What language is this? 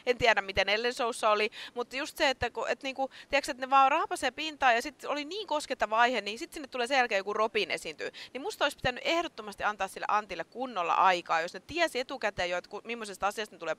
Finnish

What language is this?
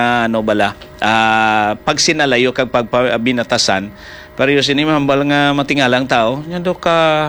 Hiligaynon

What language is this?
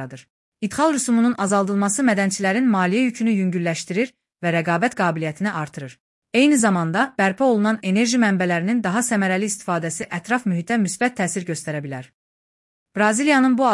Azerbaijani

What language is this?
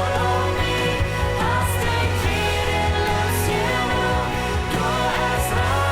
Plautdietsch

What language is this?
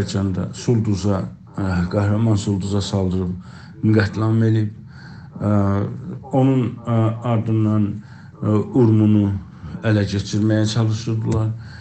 South Azerbaijani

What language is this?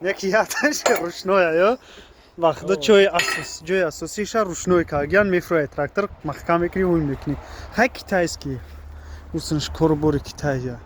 Tajik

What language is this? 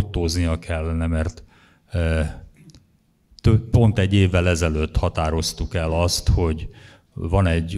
Hungarian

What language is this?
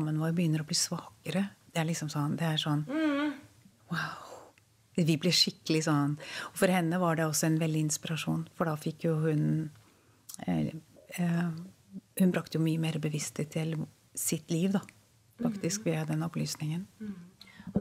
Norwegian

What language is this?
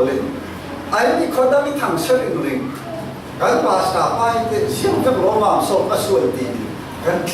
Falam Chin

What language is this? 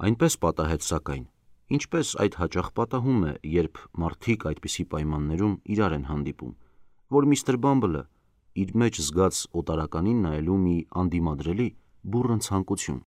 Armenian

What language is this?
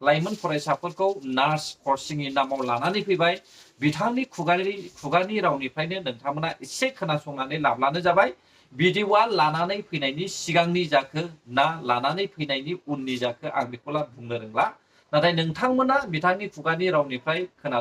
Bodo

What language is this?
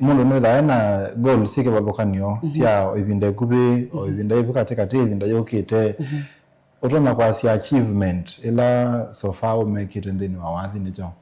Kamba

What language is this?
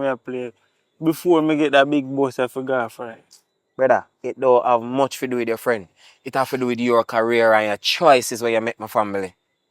Jamaican Creole English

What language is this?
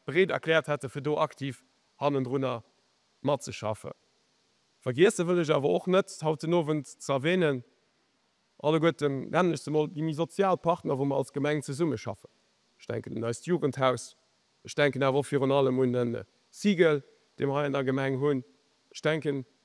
Luxembourgish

